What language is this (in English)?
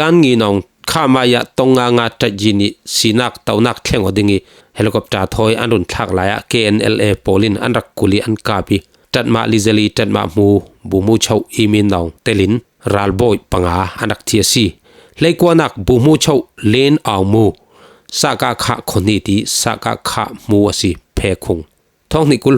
Falam Chin